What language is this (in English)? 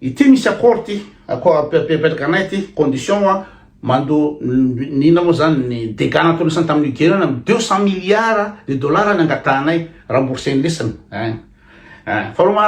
Malagasy